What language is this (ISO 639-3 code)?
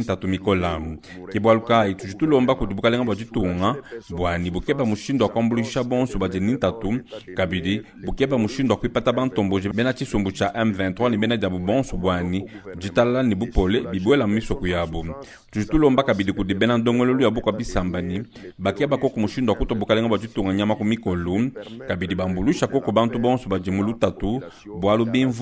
lua